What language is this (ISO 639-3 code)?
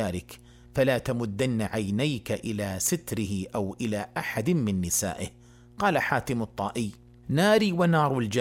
ara